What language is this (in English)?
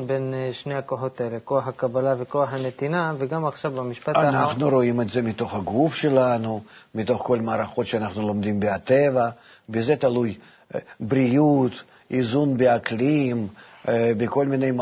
Hebrew